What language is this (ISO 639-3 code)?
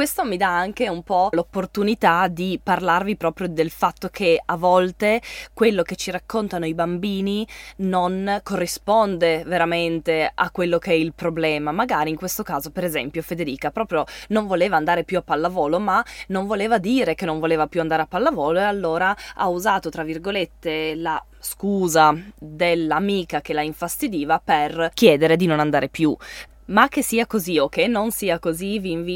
ita